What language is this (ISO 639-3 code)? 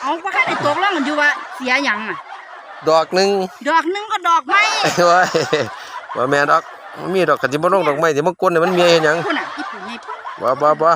tts